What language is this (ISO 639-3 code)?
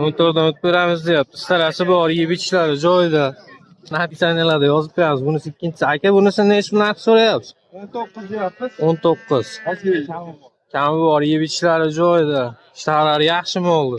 uzb